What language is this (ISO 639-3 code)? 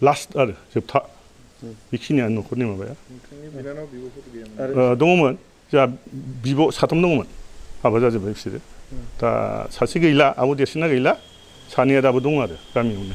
brx